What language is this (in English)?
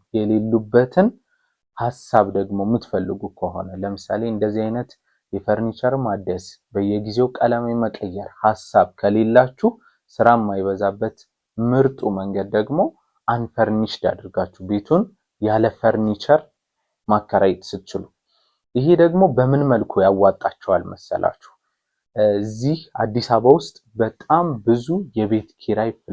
Amharic